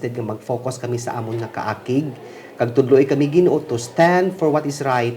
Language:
Hiligaynon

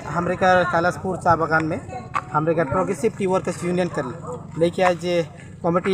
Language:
Sadri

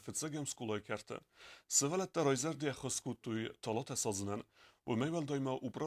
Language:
Ossetic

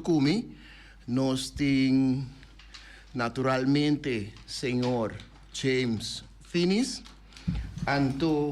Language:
Papiamento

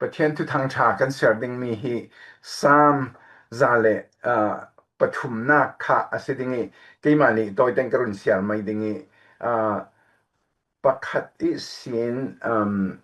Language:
Falam Chin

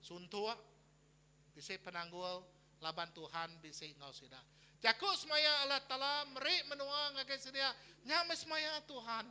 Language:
Iban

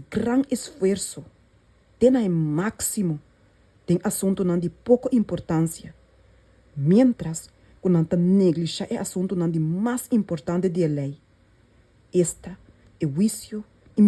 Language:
Papiamento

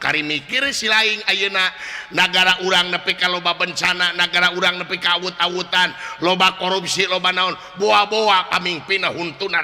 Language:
Sundanese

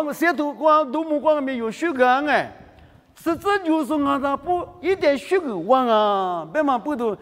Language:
Lisu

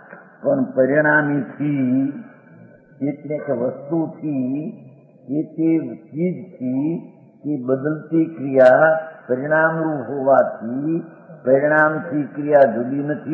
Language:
Gujarati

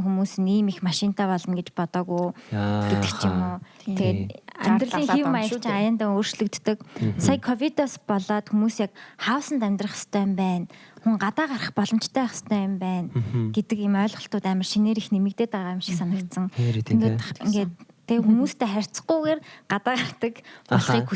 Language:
Mongolian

